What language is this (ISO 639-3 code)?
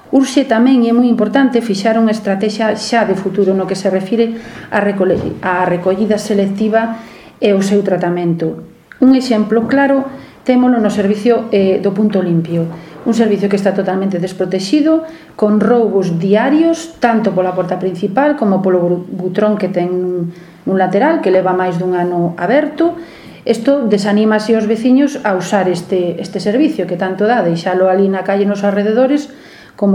glg